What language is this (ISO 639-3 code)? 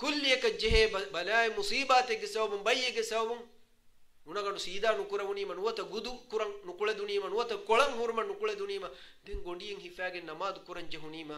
div